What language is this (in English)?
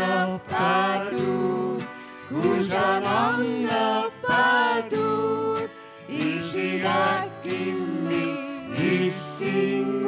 Kalaallisut